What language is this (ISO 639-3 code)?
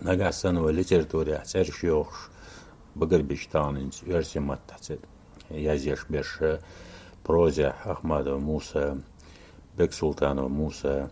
che